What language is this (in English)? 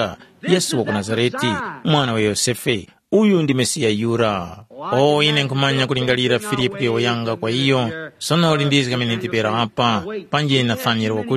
Tumbuka